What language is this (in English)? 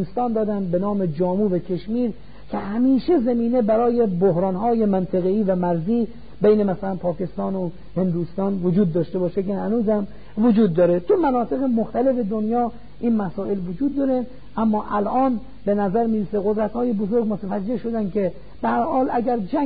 Persian